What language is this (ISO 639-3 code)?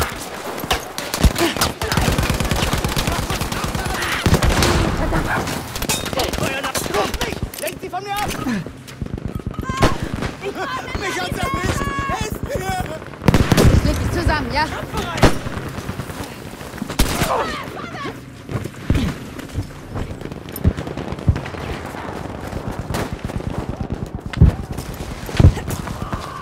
deu